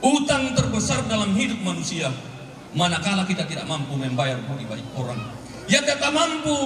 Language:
Toraja-Sa'dan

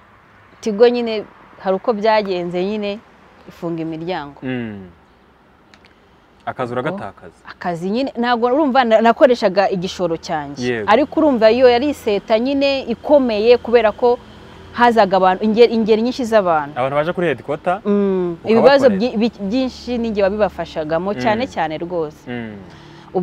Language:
Kinyarwanda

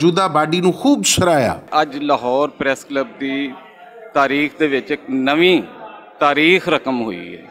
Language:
Western Panjabi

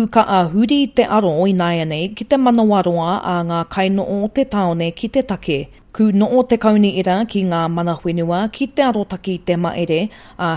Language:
Māori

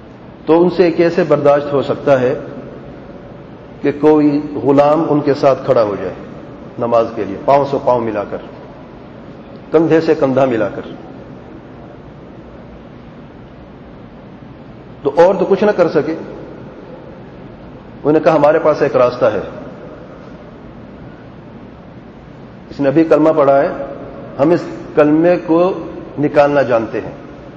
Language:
Urdu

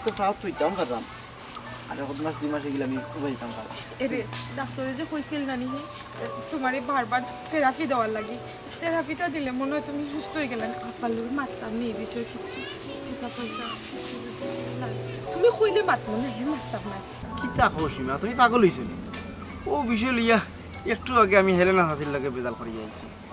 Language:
Sylheti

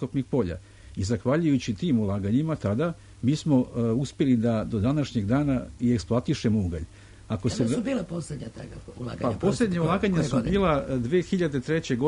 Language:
Serbian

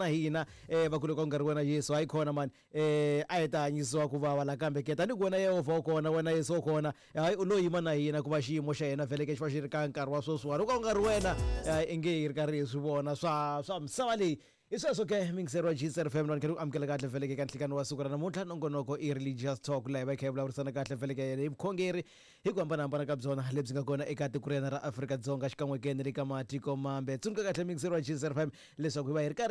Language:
Tsonga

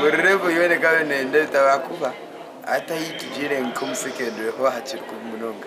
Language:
Nyankole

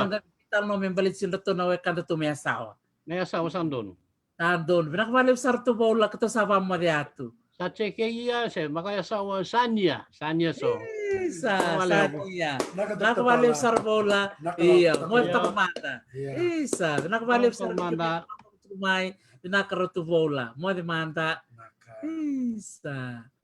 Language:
Fijian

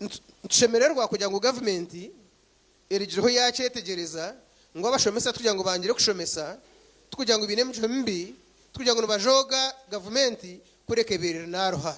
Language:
Nyankole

